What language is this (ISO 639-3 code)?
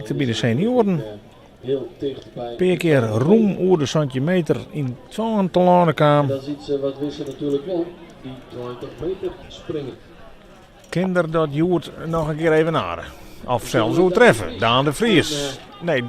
fry